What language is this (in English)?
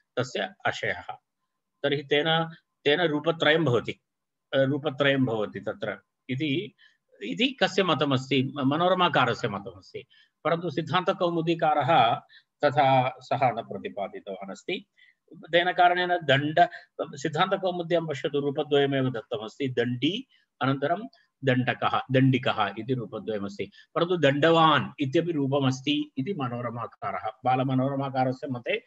Sanskrit